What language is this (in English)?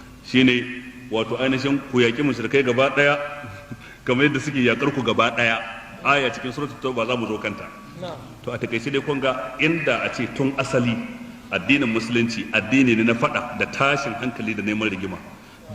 Hausa